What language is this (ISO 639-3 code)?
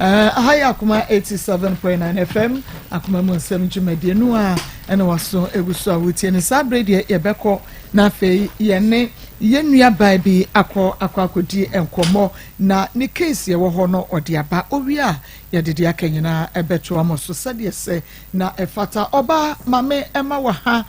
aka